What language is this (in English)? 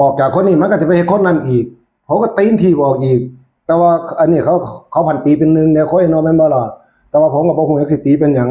Northeastern Thai